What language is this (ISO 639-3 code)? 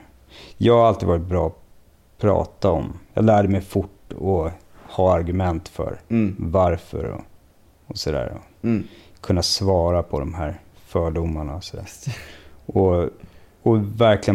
swe